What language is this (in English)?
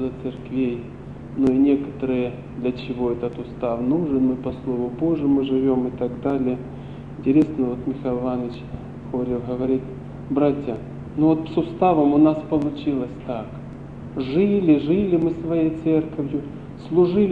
Russian